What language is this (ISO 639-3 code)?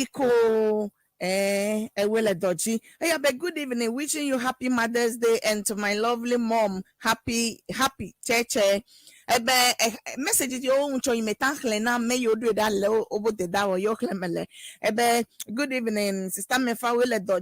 ewe